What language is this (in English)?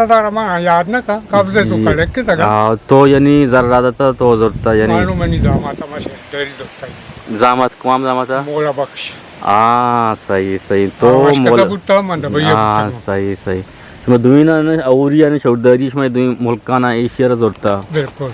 Eastern Balochi